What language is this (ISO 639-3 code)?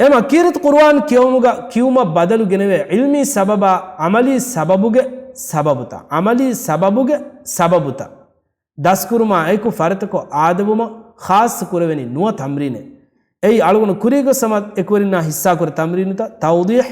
div